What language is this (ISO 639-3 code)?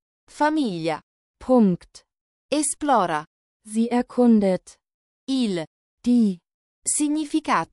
ita